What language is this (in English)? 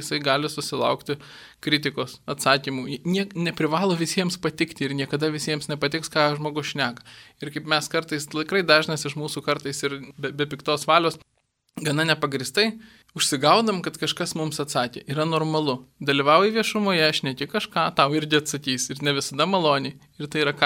Lithuanian